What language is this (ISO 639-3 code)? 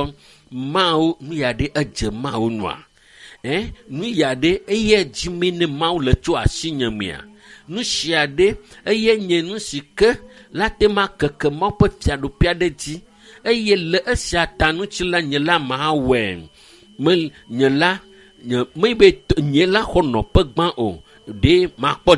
ewe